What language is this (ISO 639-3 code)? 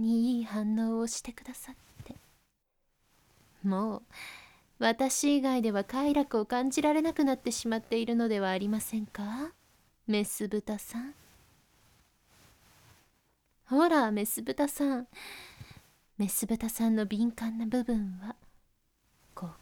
jpn